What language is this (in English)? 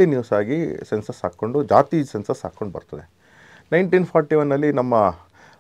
Kannada